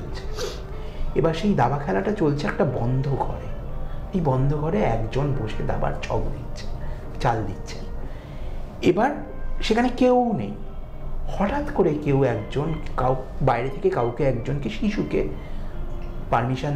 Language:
Bangla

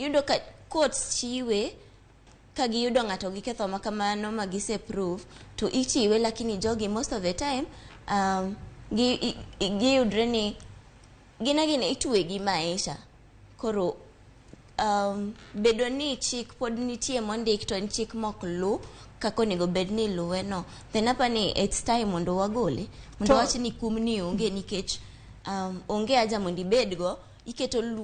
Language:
Luo (Kenya and Tanzania)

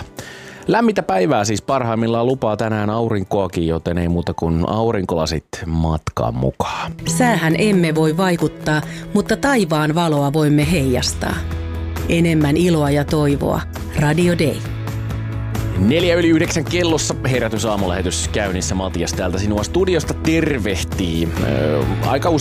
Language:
Finnish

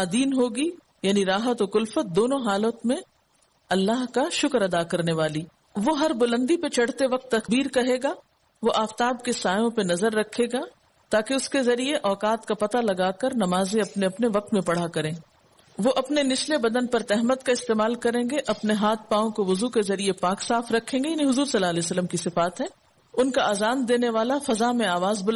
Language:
Urdu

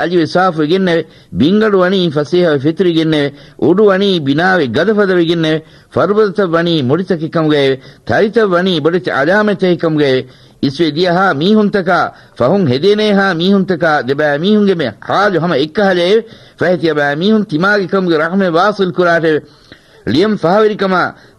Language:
Divehi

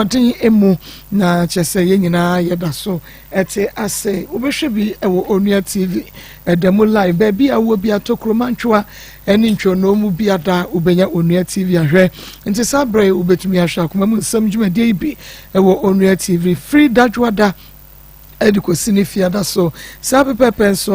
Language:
Akan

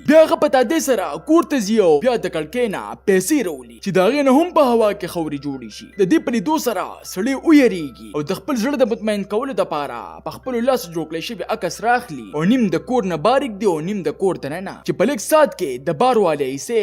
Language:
Pashto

